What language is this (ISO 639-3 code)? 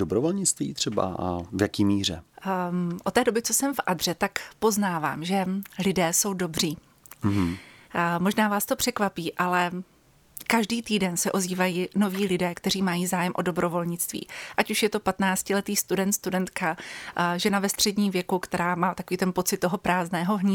ces